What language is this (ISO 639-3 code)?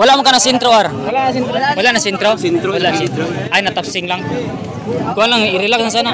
ceb